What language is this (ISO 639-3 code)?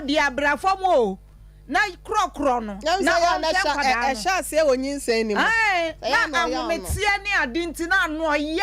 aka